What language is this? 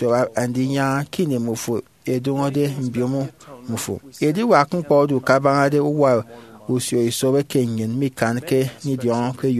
Efik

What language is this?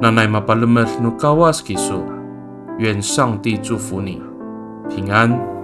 Amis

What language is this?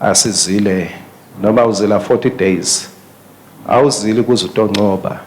Swati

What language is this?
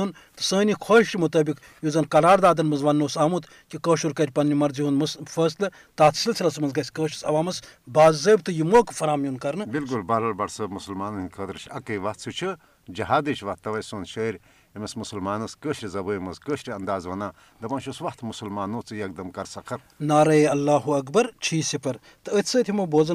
Kashmiri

